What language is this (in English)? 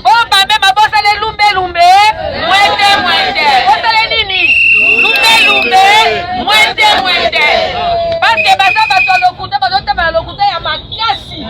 Lingala